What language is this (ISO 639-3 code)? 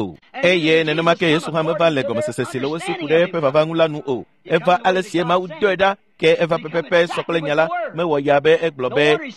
ewe